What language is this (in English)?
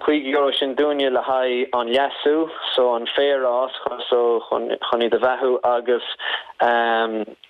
Irish